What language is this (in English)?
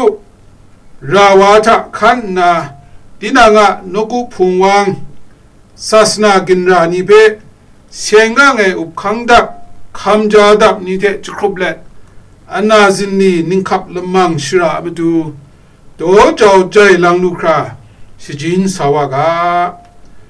Kachin